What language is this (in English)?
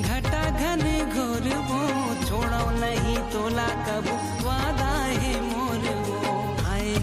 Chhattisgarhi